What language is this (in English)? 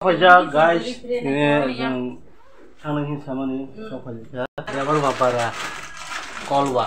Kok Borok